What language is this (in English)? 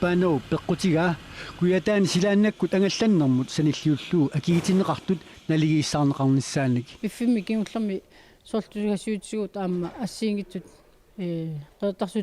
Kalaallisut